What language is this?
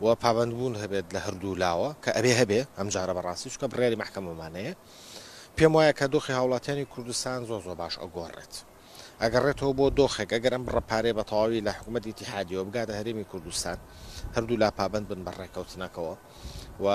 Central Kurdish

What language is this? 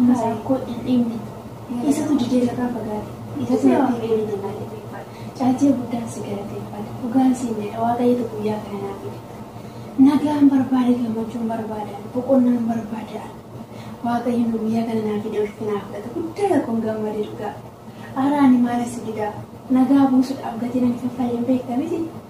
Oromo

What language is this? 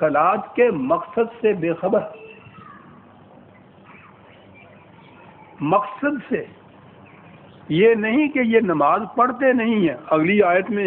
Urdu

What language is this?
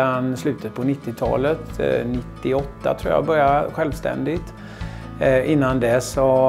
Swedish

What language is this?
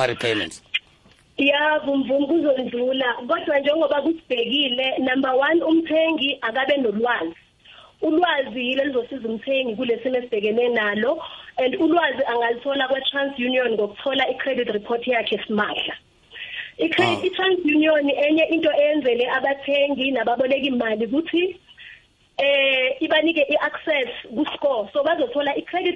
South Ndebele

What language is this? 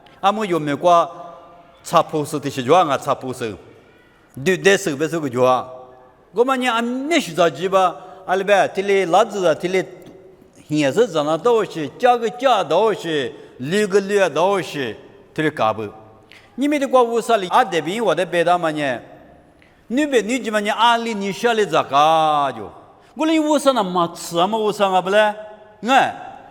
Lisu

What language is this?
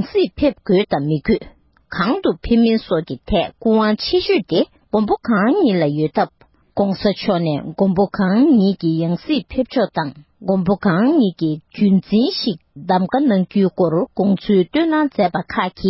Tibetan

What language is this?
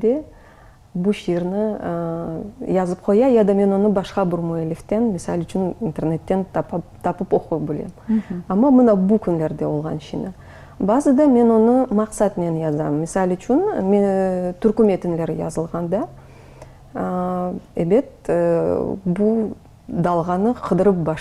Crimean Tatar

